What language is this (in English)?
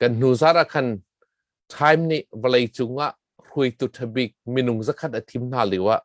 Hakha Chin